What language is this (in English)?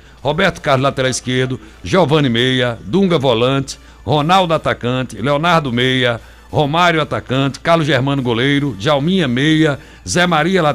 Portuguese